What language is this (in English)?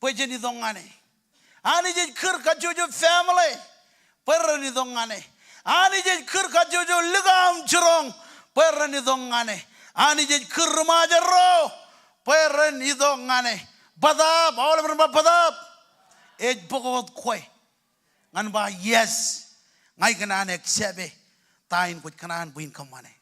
Marshallese